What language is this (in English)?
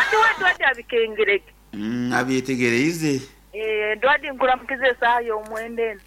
Nyoro